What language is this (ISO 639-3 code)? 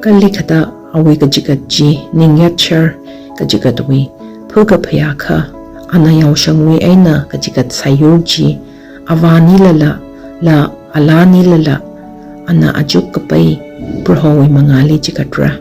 nmf